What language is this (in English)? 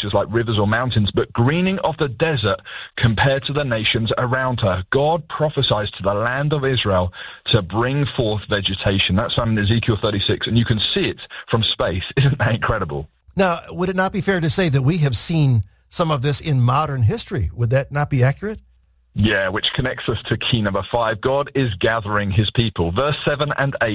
English